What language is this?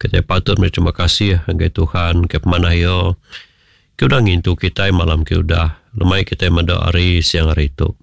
Iban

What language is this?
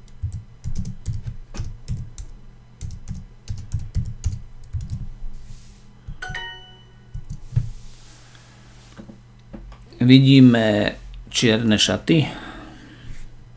Slovak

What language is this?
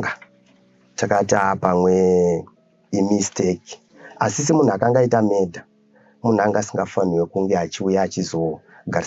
Shona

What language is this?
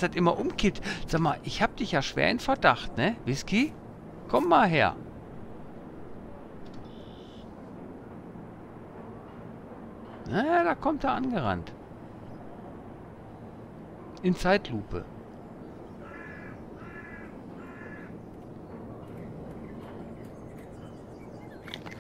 German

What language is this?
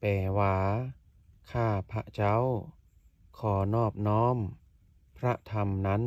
Lao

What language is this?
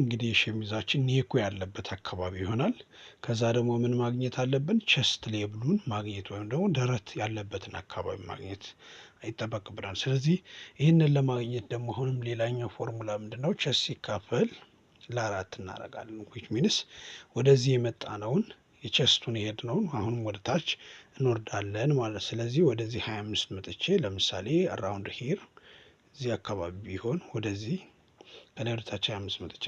Amharic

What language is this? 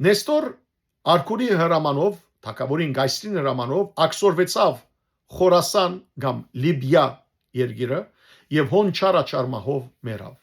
Western Armenian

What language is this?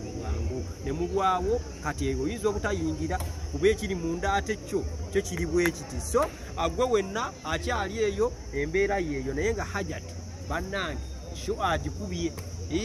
Ganda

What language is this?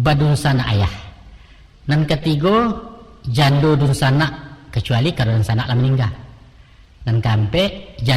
Minangkabau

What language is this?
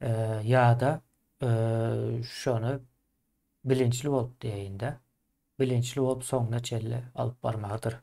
Turkmen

